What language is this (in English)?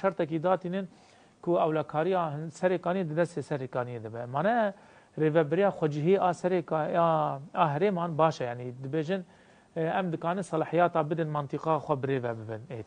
Kurdish